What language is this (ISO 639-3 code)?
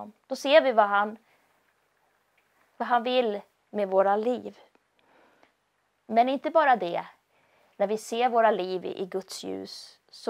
swe